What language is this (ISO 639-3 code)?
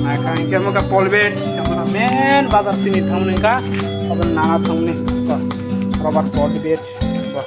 trp